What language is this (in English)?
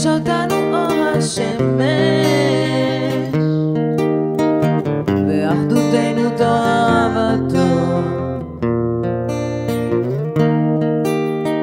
Hebrew